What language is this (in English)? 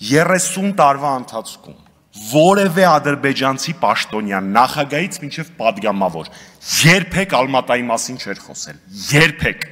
Armenian